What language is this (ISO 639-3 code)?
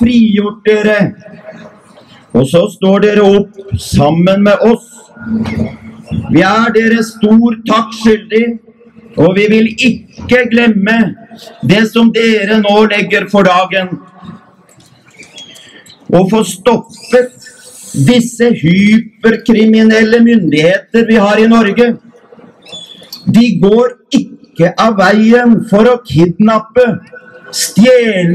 nor